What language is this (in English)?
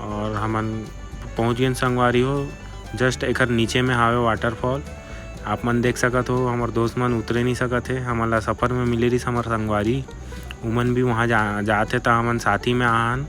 Chhattisgarhi